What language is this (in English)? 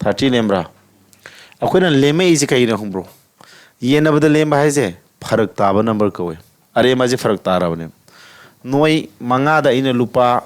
Manipuri